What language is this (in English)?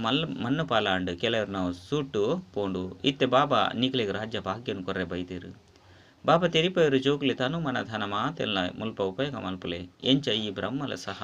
Tulu